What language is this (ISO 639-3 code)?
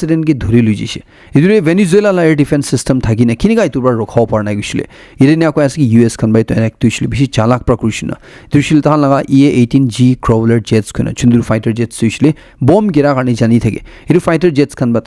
nag